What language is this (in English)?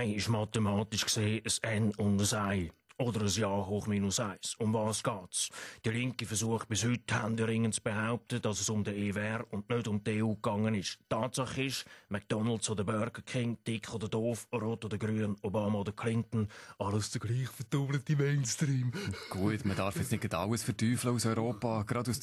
Swiss German